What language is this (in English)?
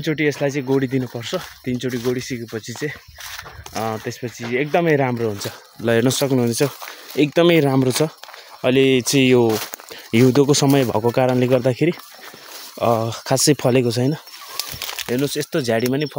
Nepali